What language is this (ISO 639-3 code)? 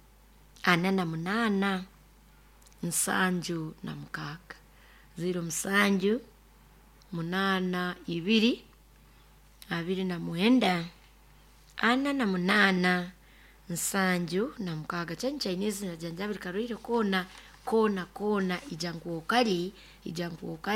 nyo